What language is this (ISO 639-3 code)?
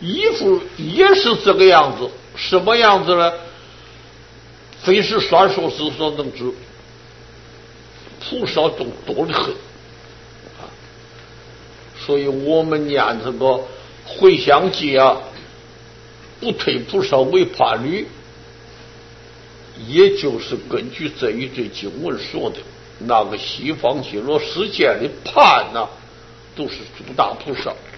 zho